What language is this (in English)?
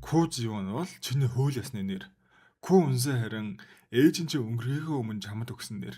Mongolian